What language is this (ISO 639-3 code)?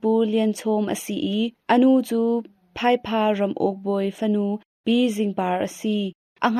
cnh